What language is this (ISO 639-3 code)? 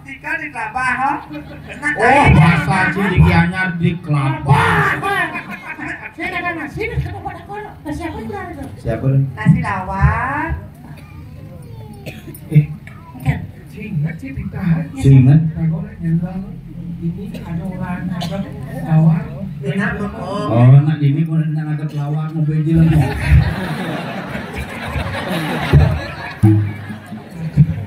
ind